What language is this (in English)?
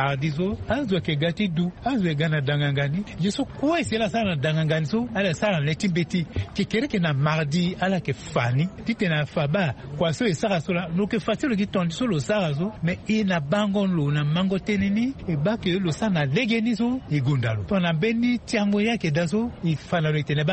Sango